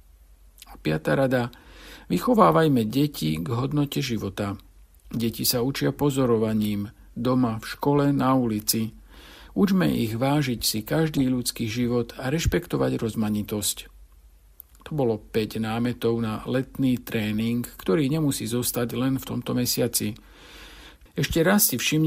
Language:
Slovak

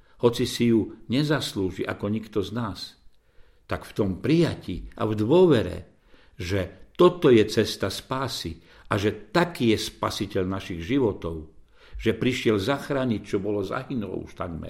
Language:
Slovak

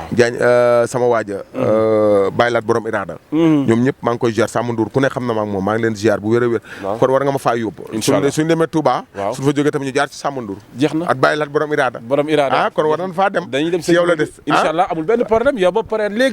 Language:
Wolof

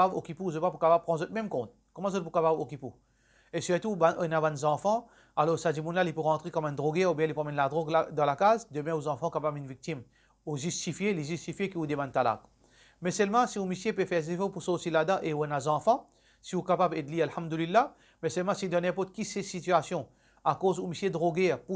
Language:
Morisyen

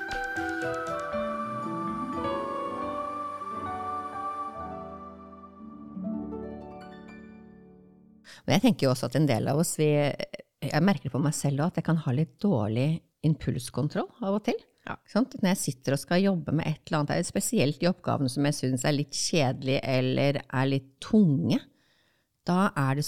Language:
Norwegian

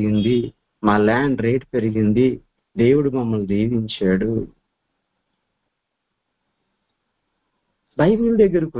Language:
Telugu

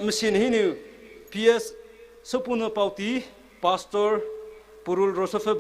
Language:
Poumei Naga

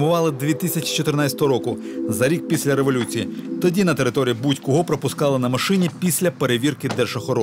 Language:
Ukrainian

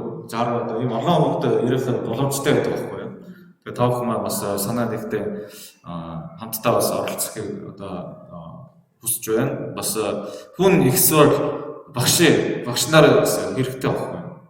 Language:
Mongolian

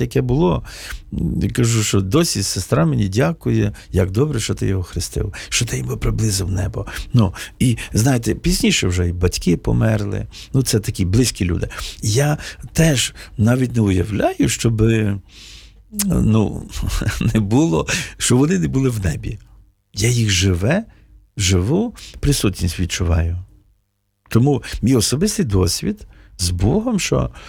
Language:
Ukrainian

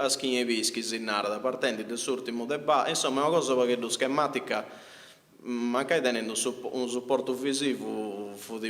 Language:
Sardinian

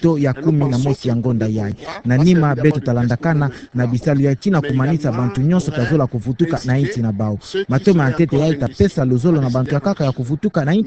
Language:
Kituba (Democratic Republic of Congo)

